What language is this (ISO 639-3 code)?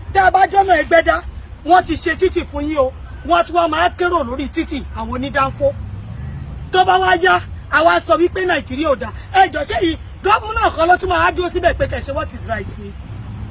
yor